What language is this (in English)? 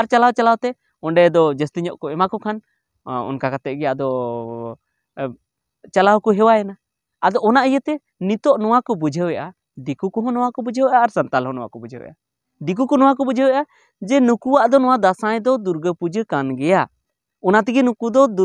Santali